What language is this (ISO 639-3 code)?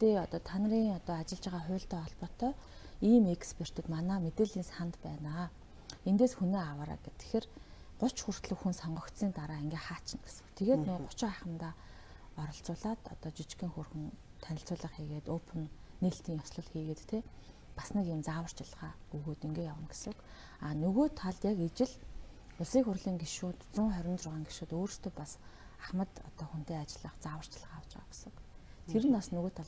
mon